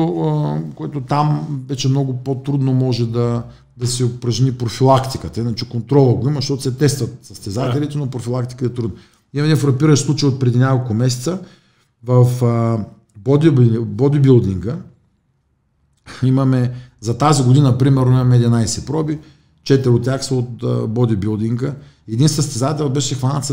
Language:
Bulgarian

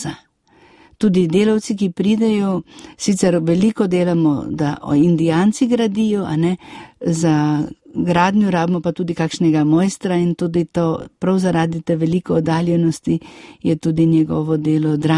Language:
Slovenian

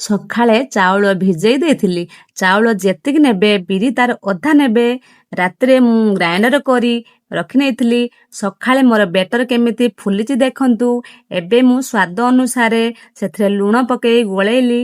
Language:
Odia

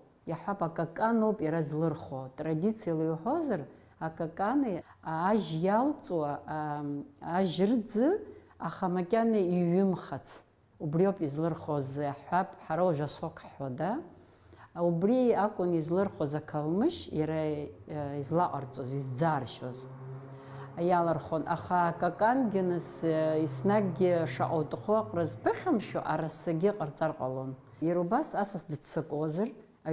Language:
Abkhazian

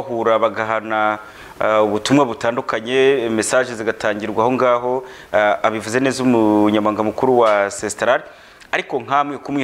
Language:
Kinyarwanda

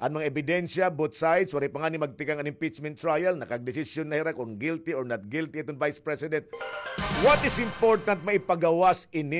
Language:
Waray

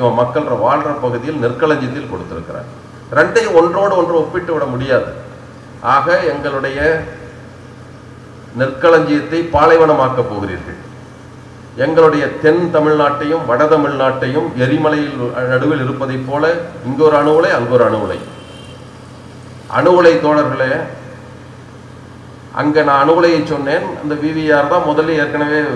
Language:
Tamil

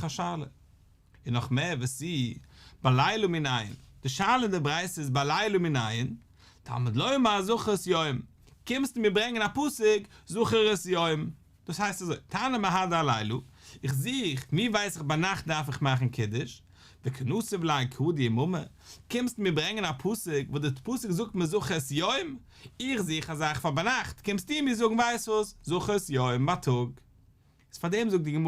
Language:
Yiddish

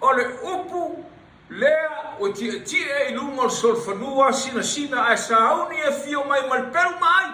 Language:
Samoan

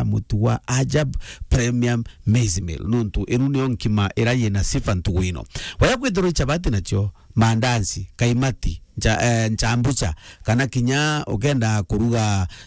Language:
Meru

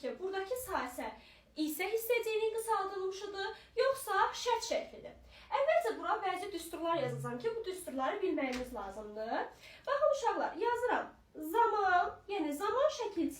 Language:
Azerbaijani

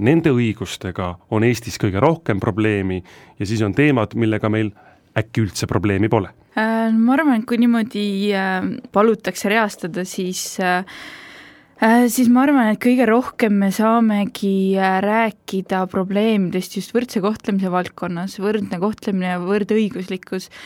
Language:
Estonian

